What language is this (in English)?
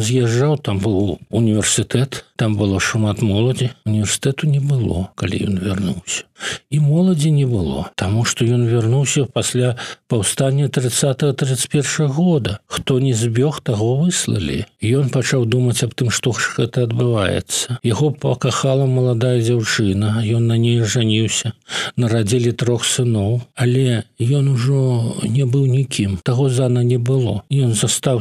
Belarusian